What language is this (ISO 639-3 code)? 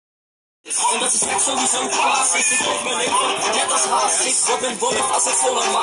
nld